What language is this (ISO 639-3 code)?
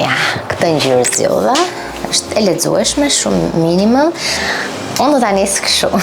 sqi